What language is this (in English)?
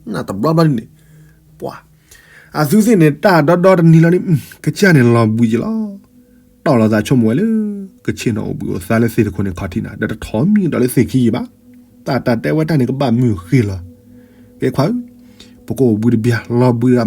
S'gaw Karen